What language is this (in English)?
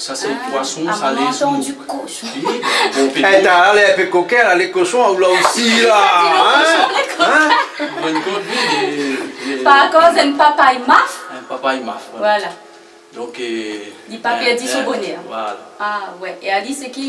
Réunion Creole French